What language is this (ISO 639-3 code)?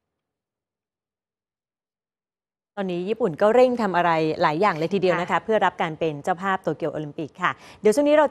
tha